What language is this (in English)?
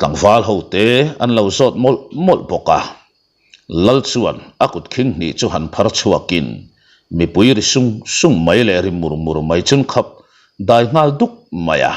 Mizo